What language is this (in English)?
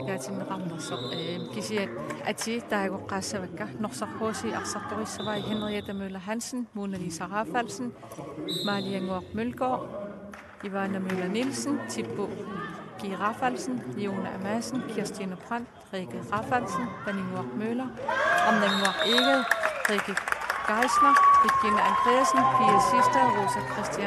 Kalaallisut